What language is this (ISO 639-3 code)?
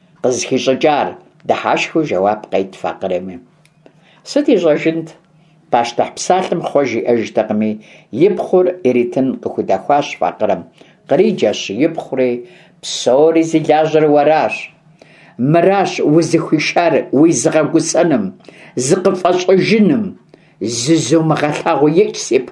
kbd